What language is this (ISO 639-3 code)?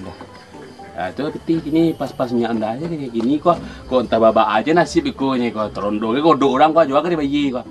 min